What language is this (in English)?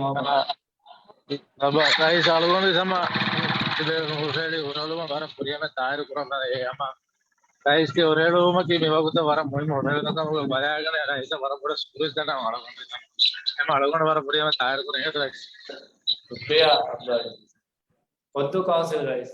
Divehi